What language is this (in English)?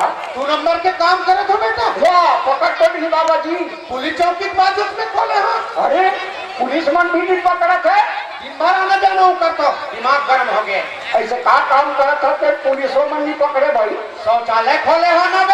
Chhattisgarhi